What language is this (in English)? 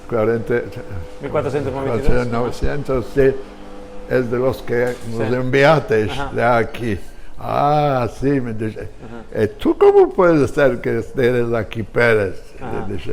Ladino